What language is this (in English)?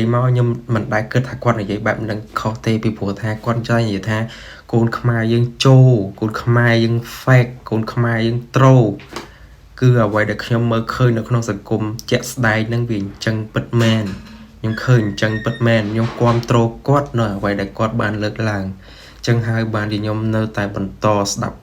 Khmer